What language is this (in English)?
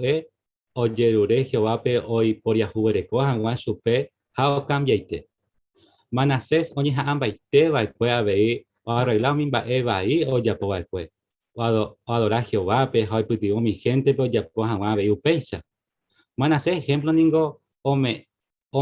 Guarani